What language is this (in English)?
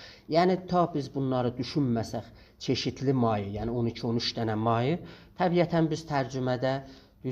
South Azerbaijani